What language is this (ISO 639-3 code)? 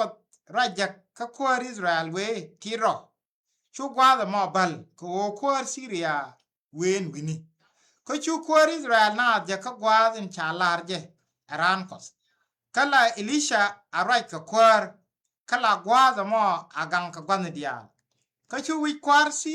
nus